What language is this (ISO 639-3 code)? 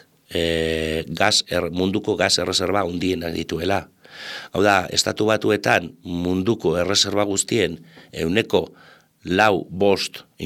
eus